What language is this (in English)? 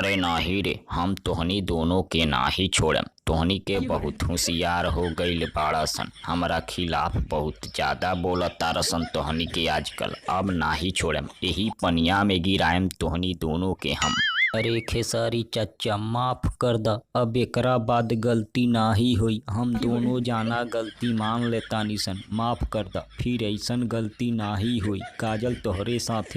Bhojpuri